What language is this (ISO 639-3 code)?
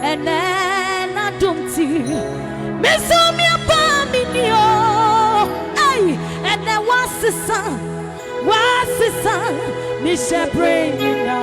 ada